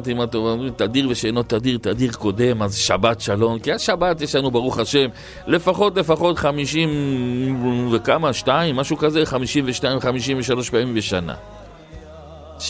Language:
Hebrew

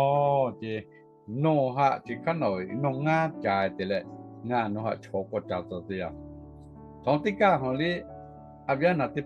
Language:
Lahu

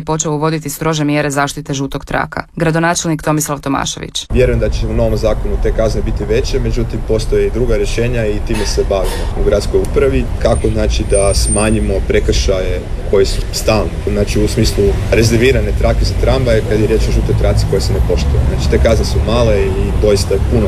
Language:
Croatian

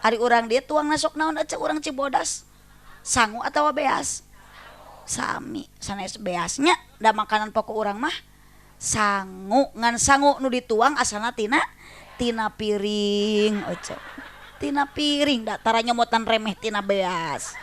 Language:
Sundanese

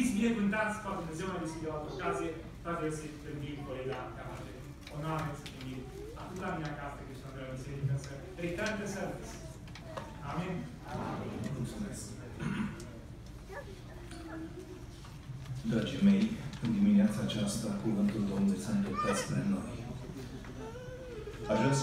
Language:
Romanian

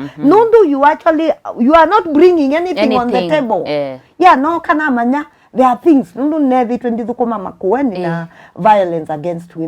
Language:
Kamba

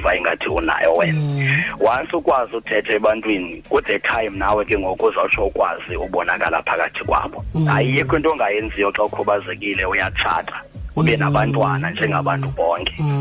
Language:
Xhosa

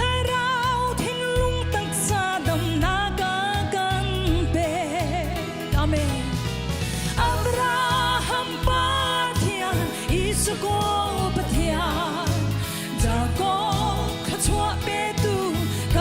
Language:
Hakha Chin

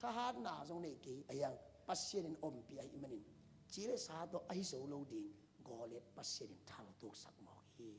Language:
Tedim Chin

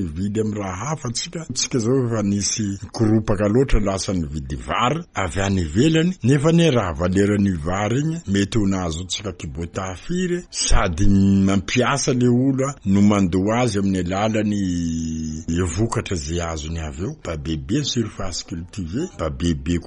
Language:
Malagasy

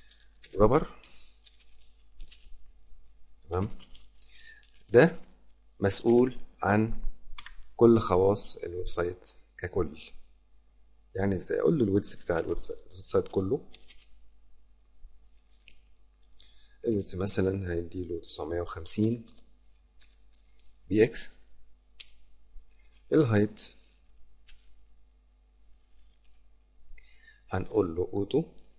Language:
Egyptian Arabic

